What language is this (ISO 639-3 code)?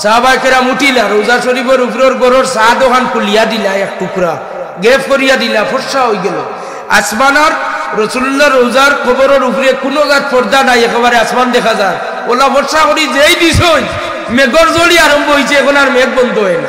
syl